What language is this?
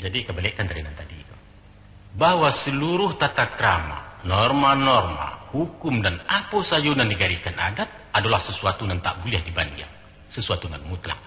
Minangkabau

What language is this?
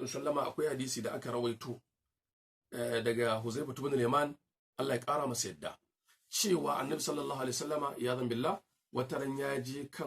Hausa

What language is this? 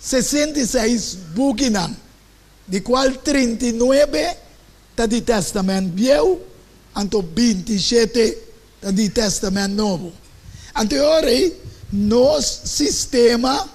Papiamento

